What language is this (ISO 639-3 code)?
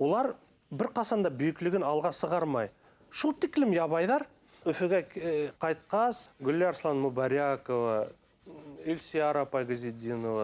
bak